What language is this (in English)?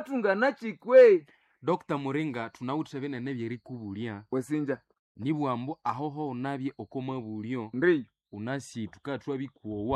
Nande